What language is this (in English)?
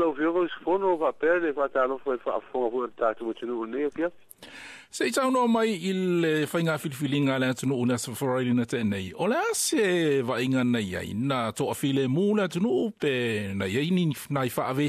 Samoan